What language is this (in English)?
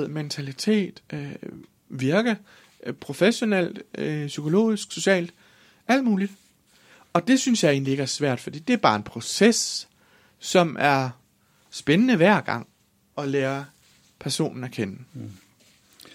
Danish